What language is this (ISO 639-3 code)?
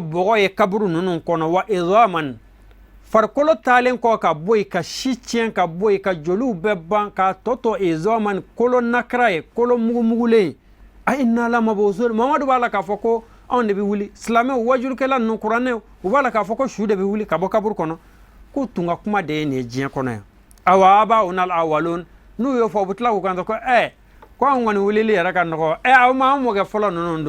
bam